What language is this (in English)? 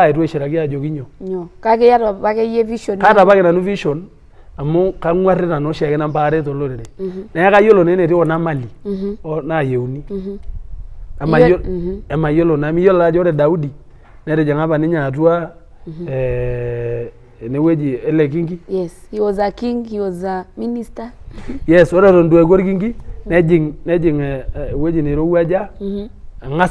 Masai